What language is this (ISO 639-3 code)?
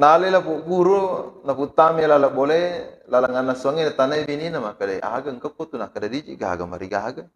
bug